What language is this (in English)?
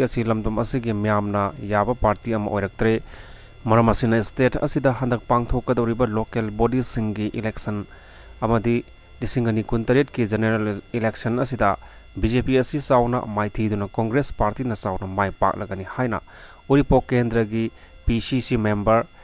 Manipuri